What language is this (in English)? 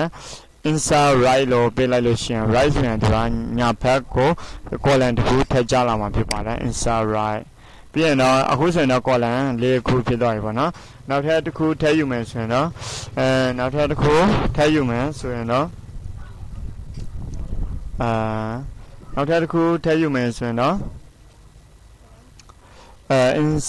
Burmese